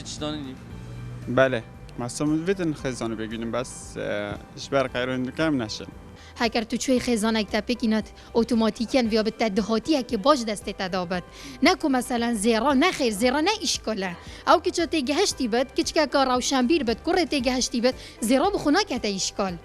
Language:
Kurdish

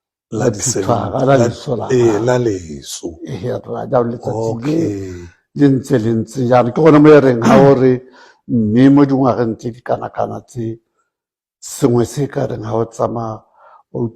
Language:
Tswana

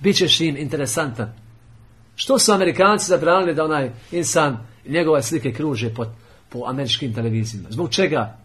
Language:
Bosnian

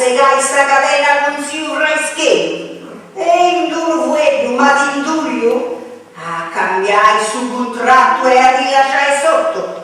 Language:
Sardinian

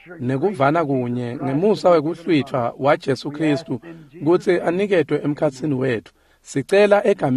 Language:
Swati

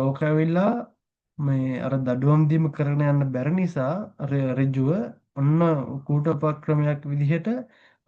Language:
Sinhala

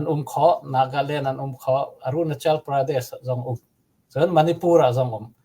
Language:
Hakha Chin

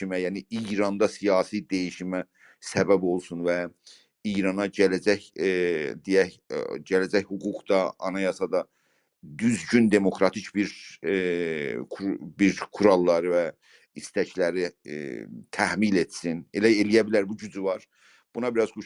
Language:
South Azerbaijani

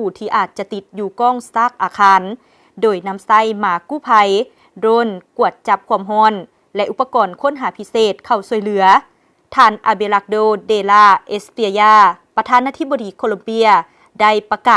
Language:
Lao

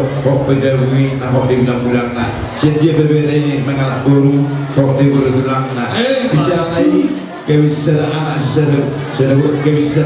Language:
Batak Toba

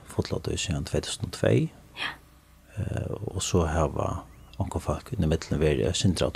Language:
Faroese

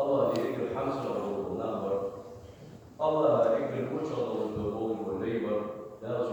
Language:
Ingush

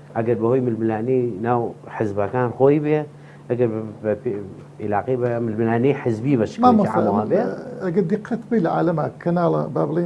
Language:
Central Kurdish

